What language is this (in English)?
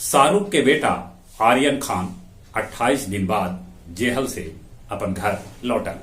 Magahi